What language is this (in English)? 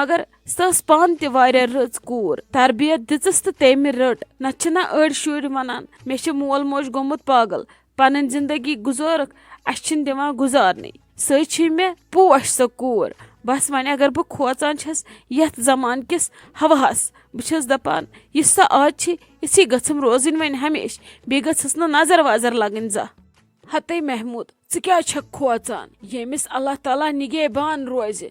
Kashmiri